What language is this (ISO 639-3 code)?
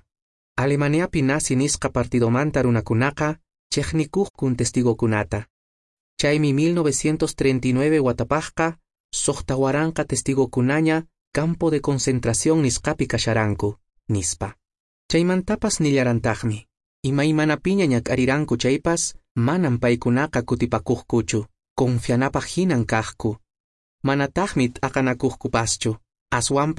que